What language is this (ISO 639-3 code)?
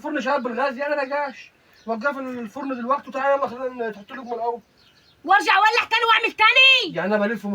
arz